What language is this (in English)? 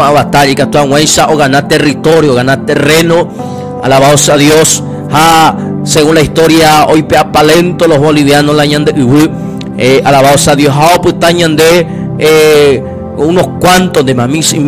Guarani